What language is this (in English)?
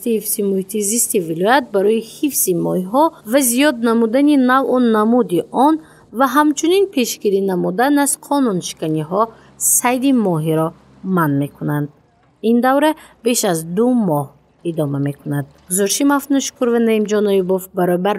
Tajik